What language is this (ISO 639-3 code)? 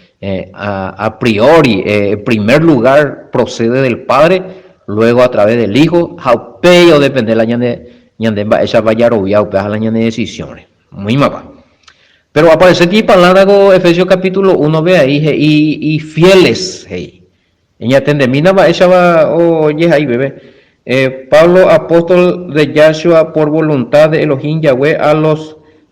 grn